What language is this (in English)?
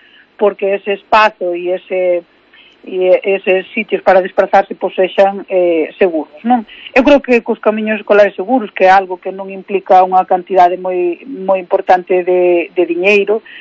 Galician